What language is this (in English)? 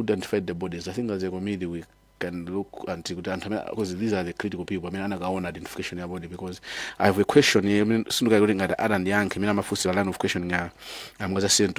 Nyanja